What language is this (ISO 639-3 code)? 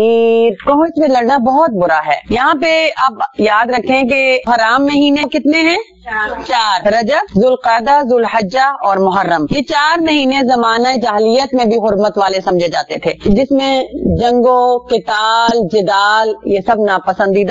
urd